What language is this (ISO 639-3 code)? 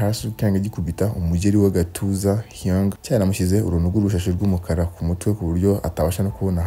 kin